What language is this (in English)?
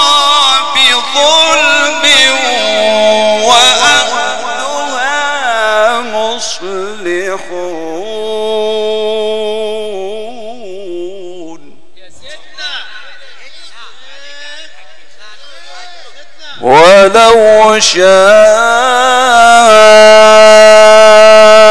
Arabic